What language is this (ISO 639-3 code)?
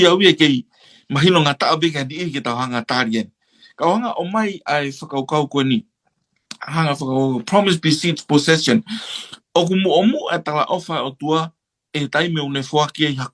ton